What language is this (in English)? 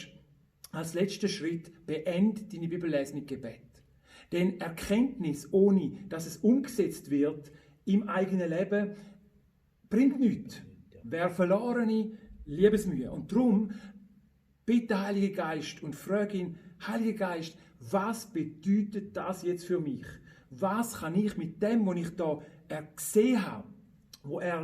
Swiss German